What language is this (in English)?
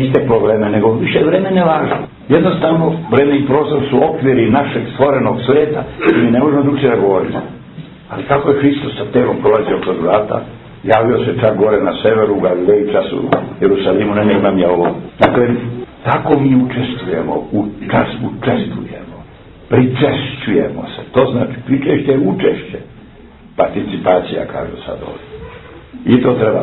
Serbian